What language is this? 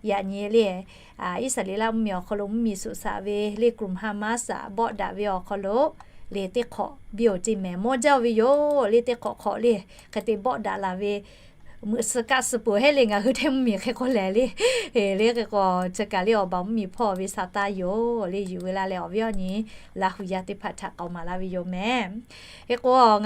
Lahu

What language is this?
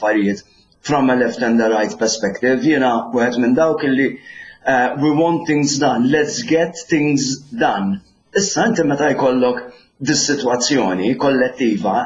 Maltese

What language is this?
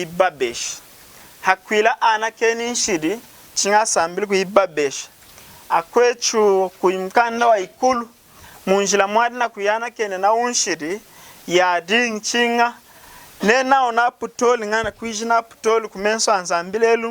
Lunda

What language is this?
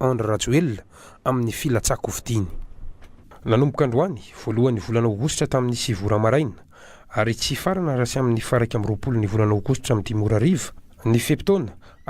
Malagasy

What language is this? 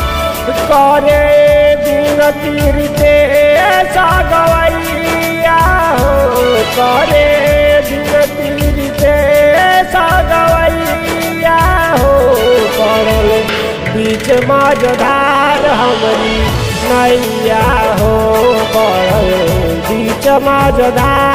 Bhojpuri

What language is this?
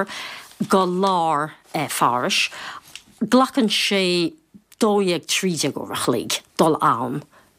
Irish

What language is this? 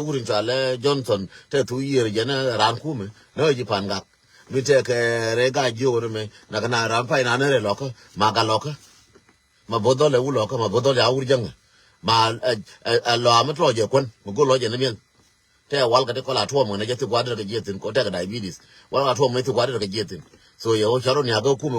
Nuer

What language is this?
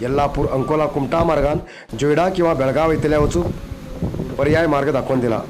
Konkani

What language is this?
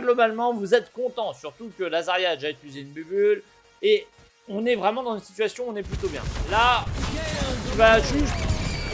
French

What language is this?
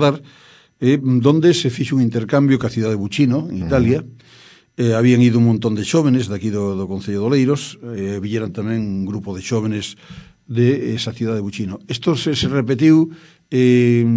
Galician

